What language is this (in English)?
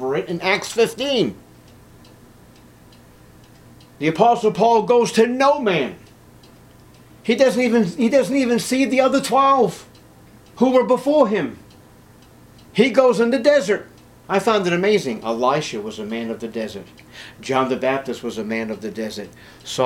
English